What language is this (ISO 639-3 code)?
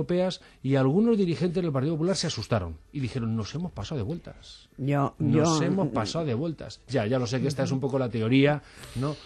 spa